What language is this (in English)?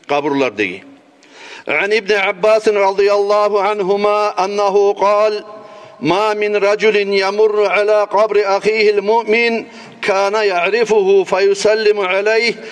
Kumyk